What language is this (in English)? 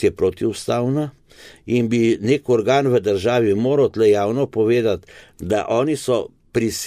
Slovenian